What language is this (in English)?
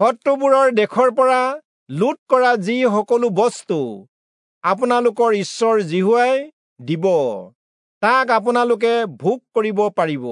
Assamese